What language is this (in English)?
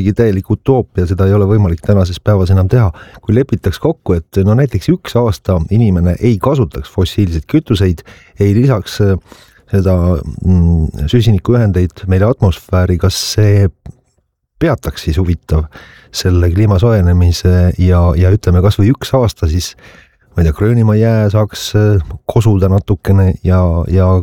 Estonian